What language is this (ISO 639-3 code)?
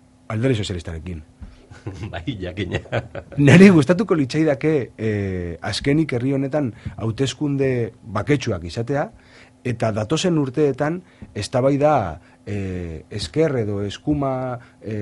eus